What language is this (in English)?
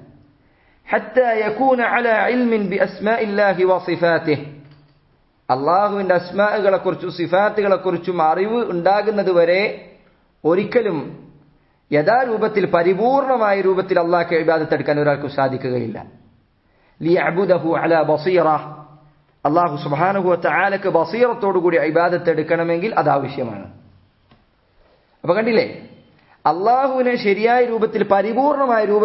Malayalam